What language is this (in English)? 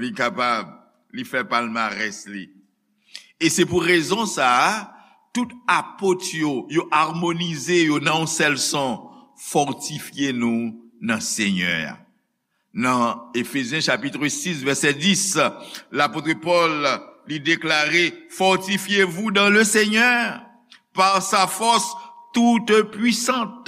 Haitian Creole